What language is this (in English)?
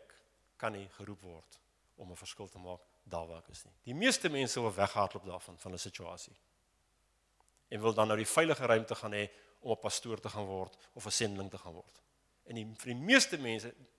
Afrikaans